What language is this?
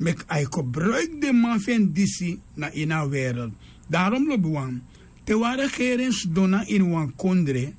Sranan Tongo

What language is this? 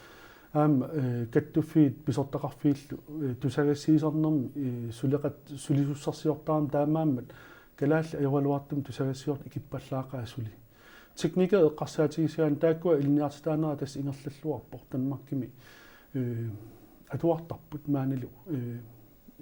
Kalaallisut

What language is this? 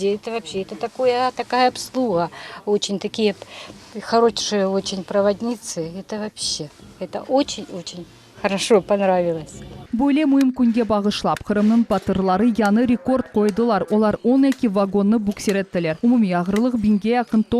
Crimean Tatar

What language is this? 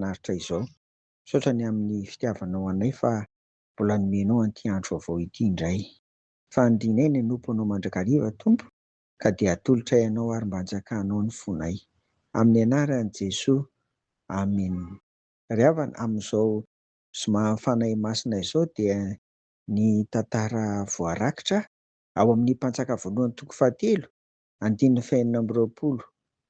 Malagasy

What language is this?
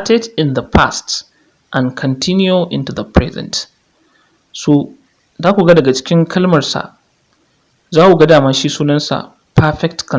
Hausa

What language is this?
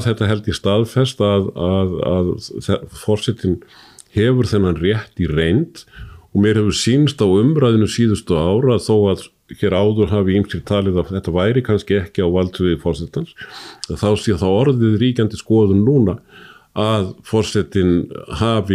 Icelandic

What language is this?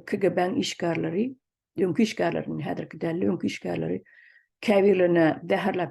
Turkmen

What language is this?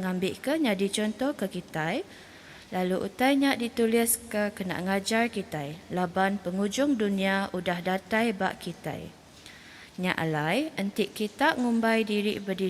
Iban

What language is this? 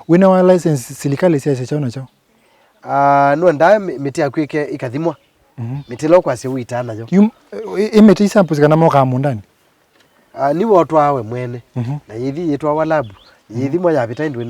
Kamba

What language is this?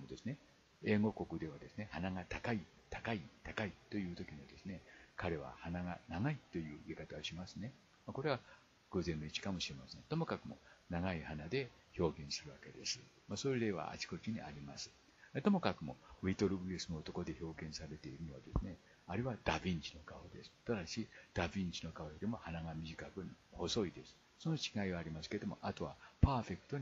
Japanese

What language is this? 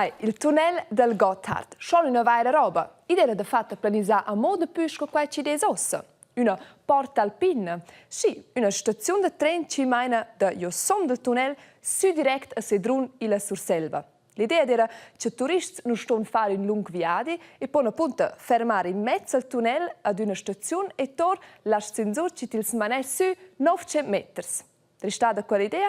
Romansh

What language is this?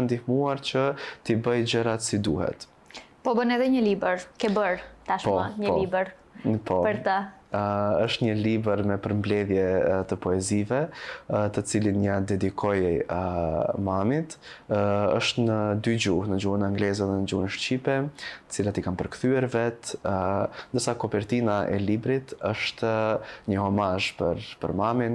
Albanian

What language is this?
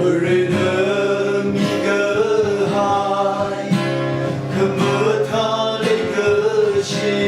Tangkhul Naga (India)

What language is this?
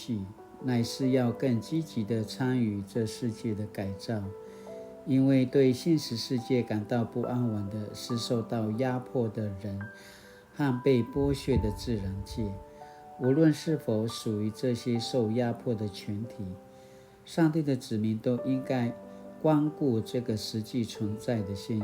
Paiwan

